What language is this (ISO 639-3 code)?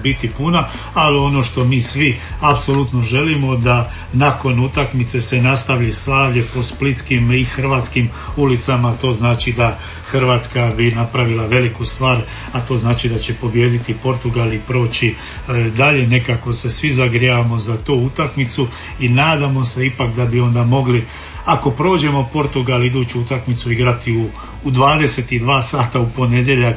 hrv